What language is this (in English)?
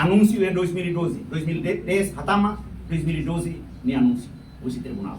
Tetum